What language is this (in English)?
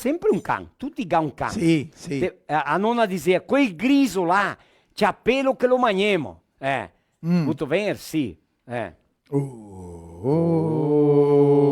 Venetian